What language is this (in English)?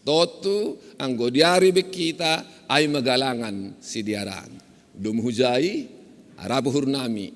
Batak Simalungun